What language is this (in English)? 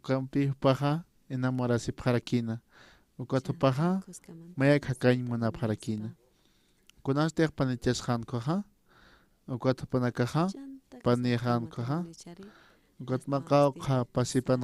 Aymara